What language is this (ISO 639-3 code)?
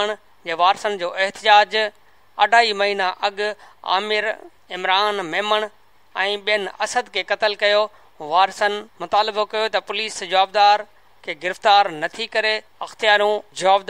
snd